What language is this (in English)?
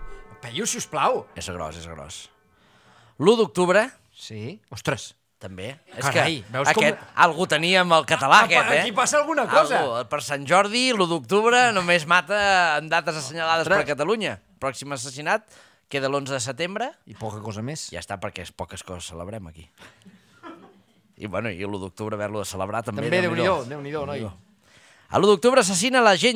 Catalan